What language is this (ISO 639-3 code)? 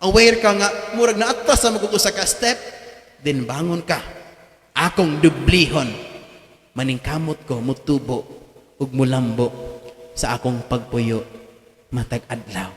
ceb